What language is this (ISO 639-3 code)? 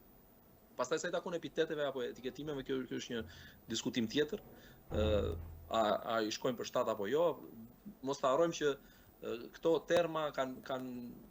sqi